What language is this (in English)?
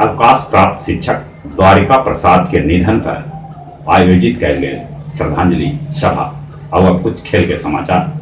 Magahi